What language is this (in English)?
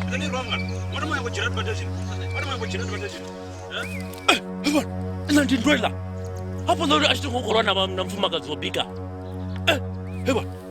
Venda